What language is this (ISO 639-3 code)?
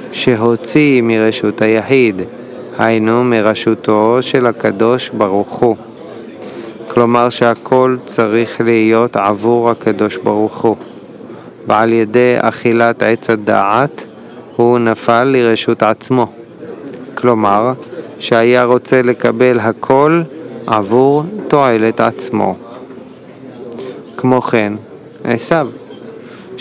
heb